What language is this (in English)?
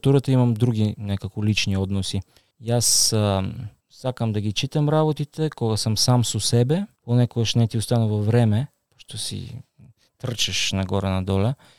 Macedonian